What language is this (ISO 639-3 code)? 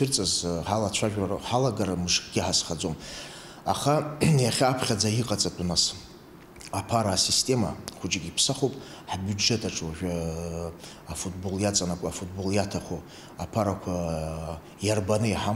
abk